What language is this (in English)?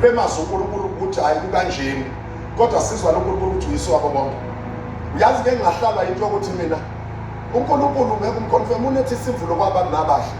Zulu